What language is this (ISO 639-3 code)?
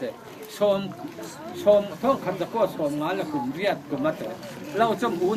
cfm